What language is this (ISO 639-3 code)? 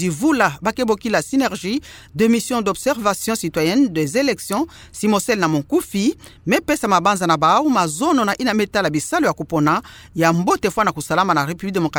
ktu